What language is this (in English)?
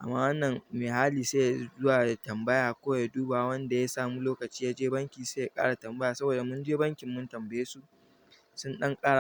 Hausa